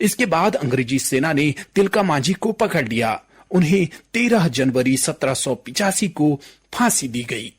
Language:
Garhwali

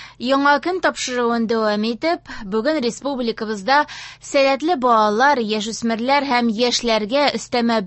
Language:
Tatar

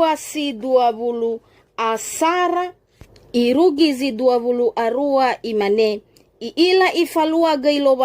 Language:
Nias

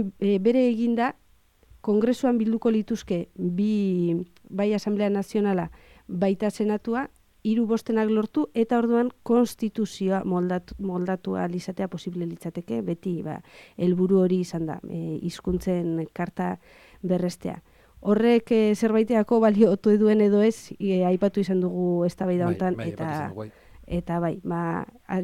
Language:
Basque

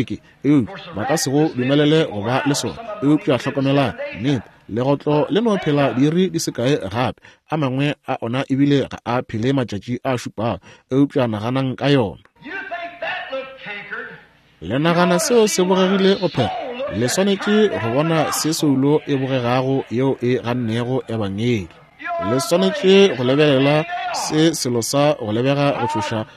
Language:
Northern Sotho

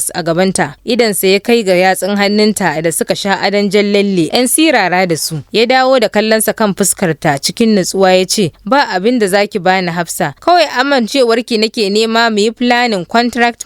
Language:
Hausa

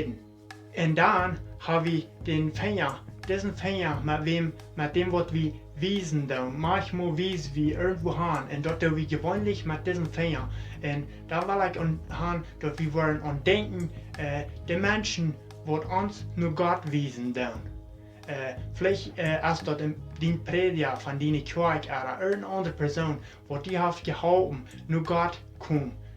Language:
Plautdietsch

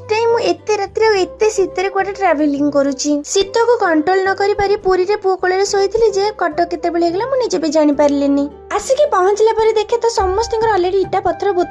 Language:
Odia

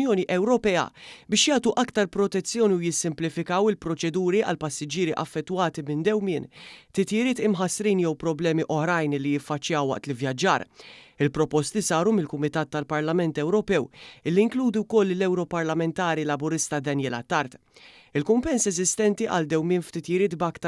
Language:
Maltese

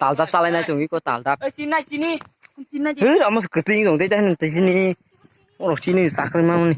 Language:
Kok Borok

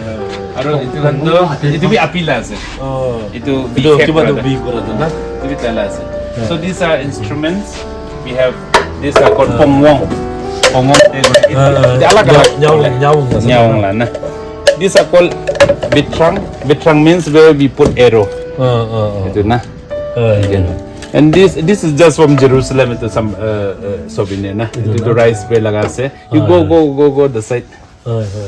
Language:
Naga Pidgin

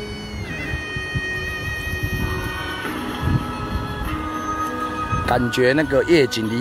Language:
Chinese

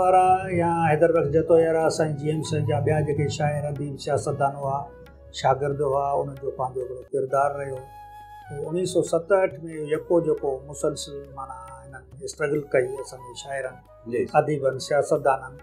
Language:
Sindhi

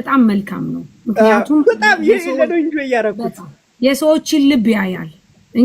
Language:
Amharic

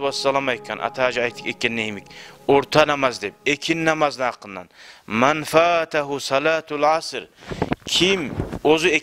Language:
Kumyk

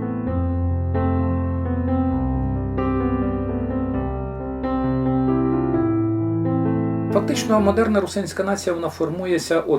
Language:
Rusyn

